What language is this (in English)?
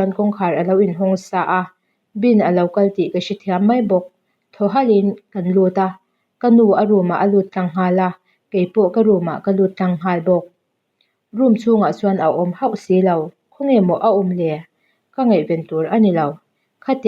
Mizo